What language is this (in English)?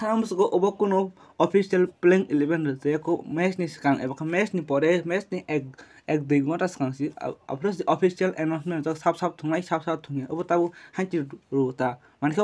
Kok Borok